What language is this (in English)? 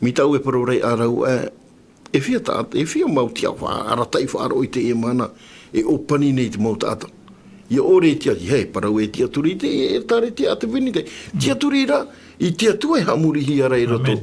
Tahitian